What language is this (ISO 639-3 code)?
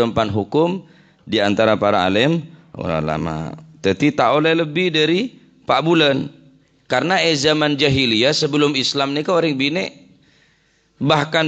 mad